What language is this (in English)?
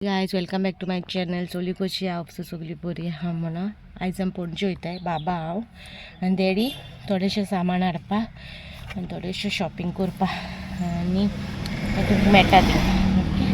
Konkani